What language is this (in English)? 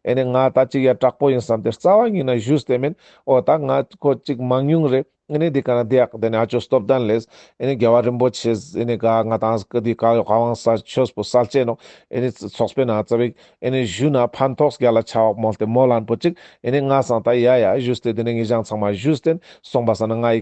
Ladakhi